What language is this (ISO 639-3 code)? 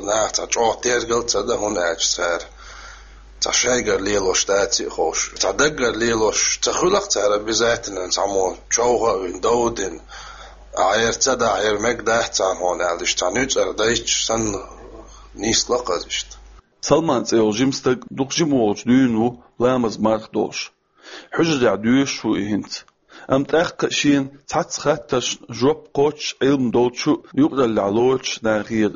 che